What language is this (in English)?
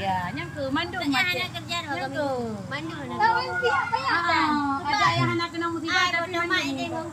Achinese